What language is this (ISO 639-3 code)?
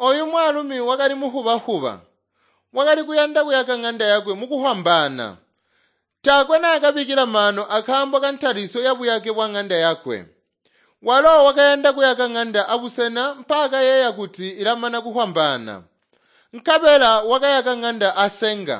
toi